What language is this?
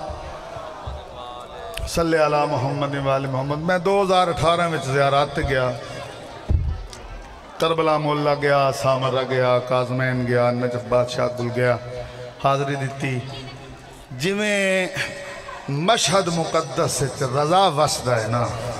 Urdu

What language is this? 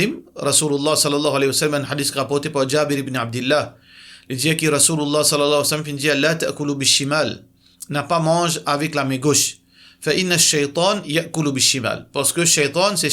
Morisyen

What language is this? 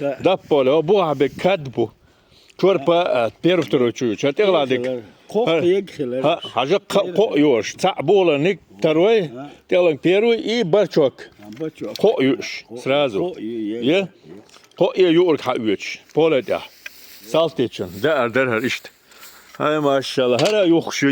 Chechen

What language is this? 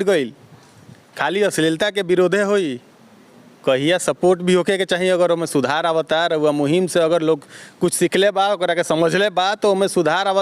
Bhojpuri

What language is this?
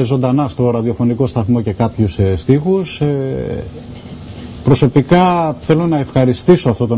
Greek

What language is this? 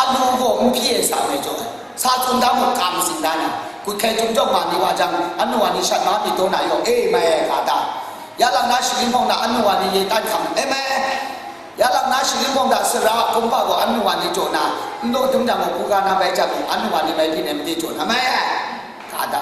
Kachin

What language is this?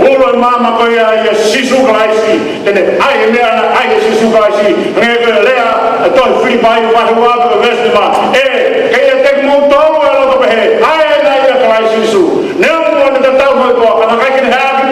Tongan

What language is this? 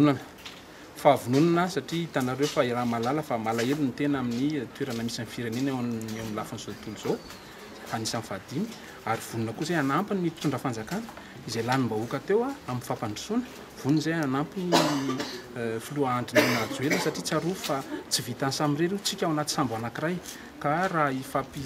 Malagasy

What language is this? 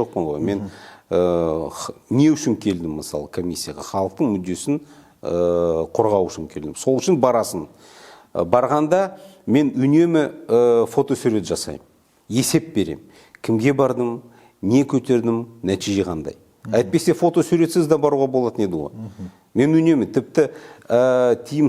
Kazakh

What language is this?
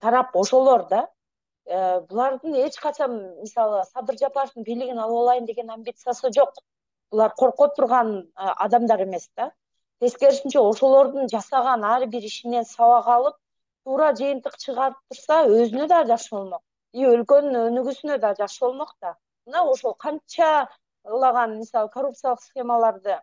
Kyrgyz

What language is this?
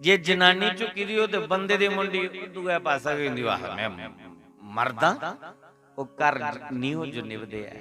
Dogri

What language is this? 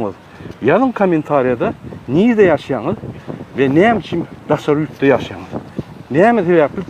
Turkmen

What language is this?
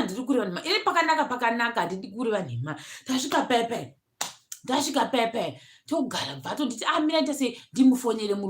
Shona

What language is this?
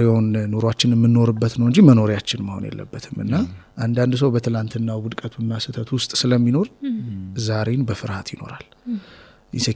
Amharic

